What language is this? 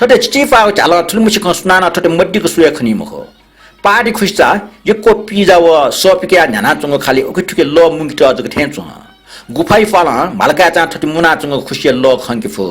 Newari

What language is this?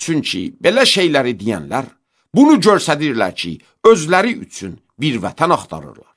Azerbaijani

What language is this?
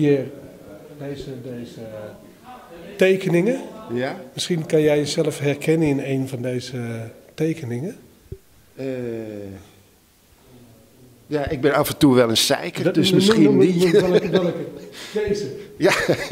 Dutch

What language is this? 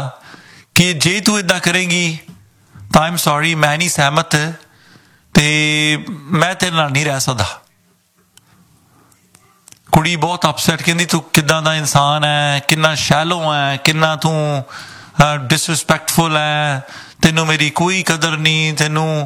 Punjabi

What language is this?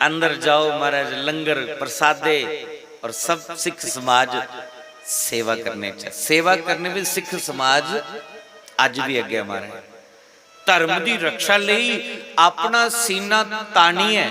Dogri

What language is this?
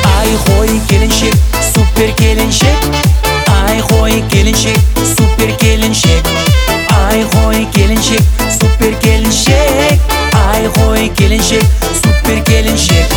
Kazakh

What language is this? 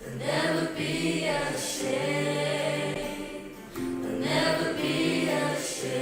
Faroese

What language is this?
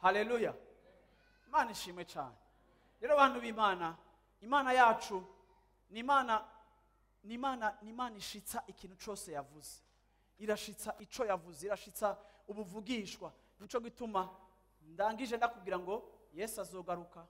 Rundi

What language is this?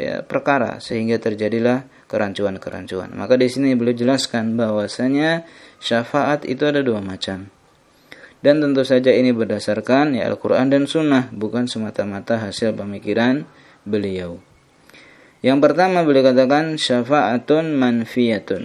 Indonesian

